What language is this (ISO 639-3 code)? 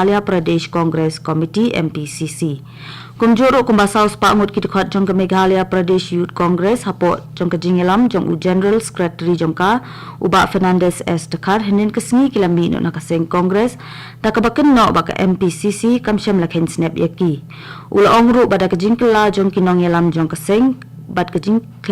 kha